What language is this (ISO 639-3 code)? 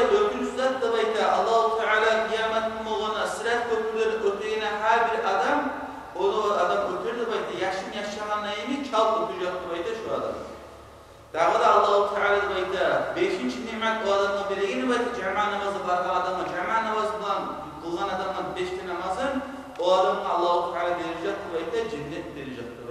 kum